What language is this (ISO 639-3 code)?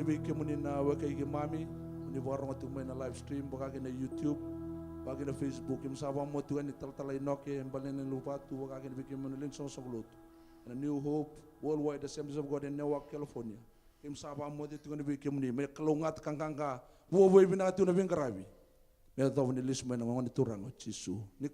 fij